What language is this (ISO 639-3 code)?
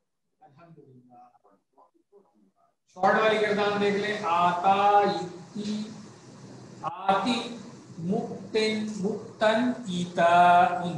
urd